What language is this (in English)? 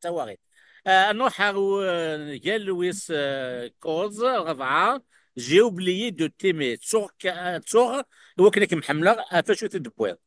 Kabyle